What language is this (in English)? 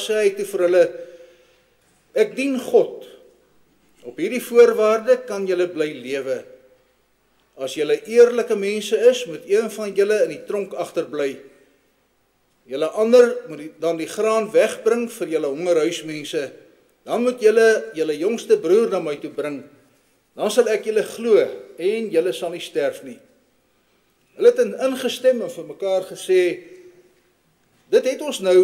Afrikaans